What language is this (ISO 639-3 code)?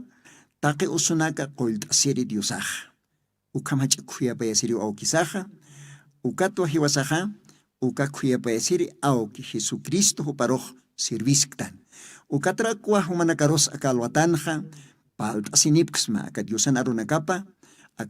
aym